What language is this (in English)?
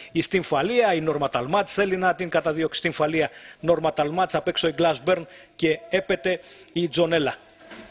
Greek